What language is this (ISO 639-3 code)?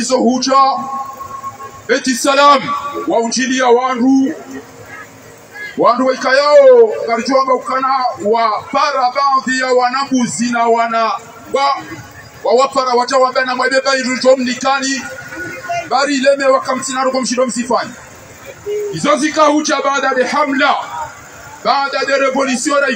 swa